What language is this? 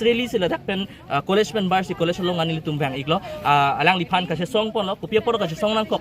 Karbi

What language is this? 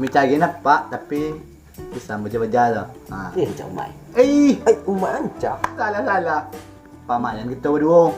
Minangkabau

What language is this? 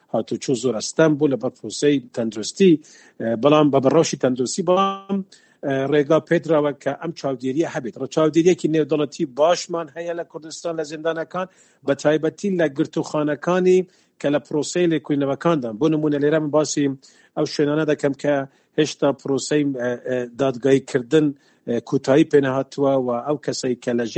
Central Kurdish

